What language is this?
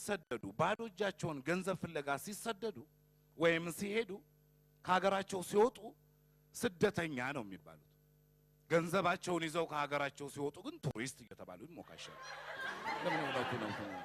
Amharic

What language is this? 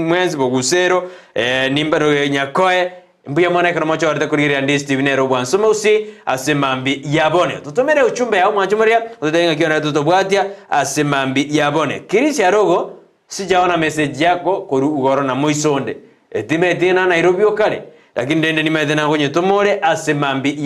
Gusii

